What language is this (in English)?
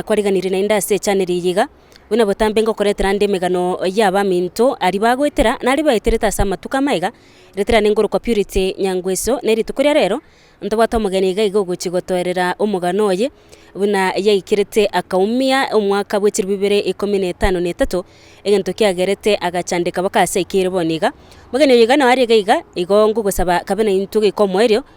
Gusii